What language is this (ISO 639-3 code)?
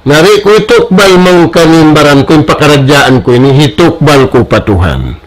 tsg